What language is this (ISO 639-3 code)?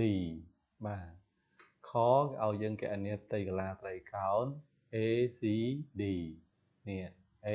khm